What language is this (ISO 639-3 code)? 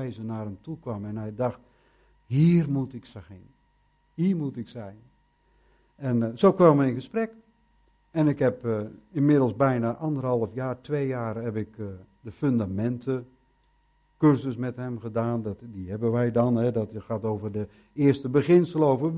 nld